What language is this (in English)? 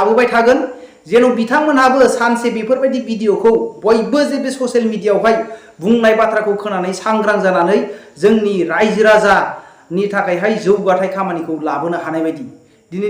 Bodo